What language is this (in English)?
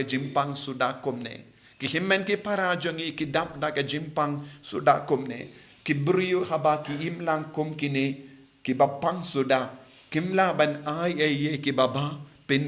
Khasi